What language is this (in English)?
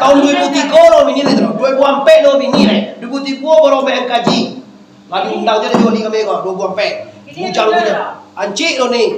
Minangkabau